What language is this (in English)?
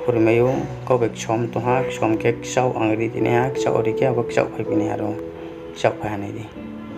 Riang (India)